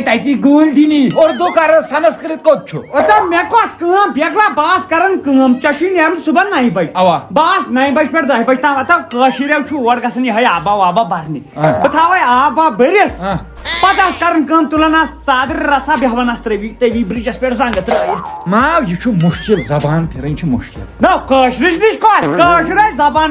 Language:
Kashmiri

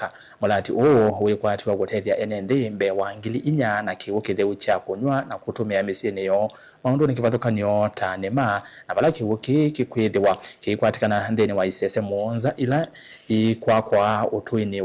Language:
Kamba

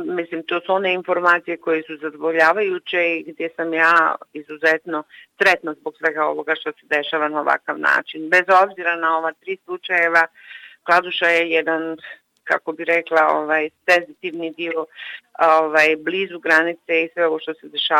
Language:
Bosnian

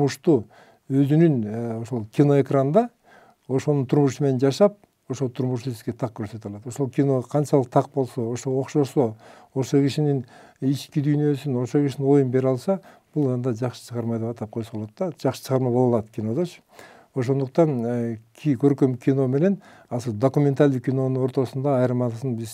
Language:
Kyrgyz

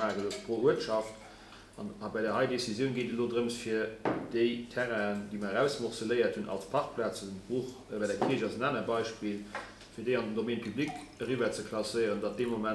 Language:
Luxembourgish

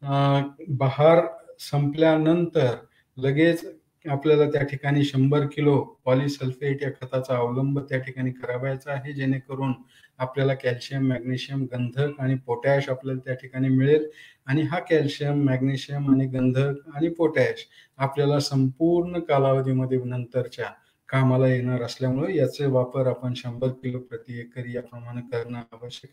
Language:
Marathi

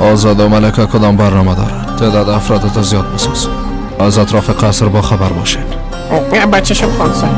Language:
Persian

